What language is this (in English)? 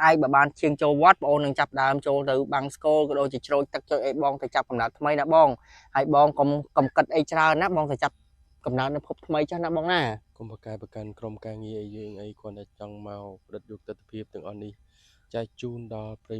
Khmer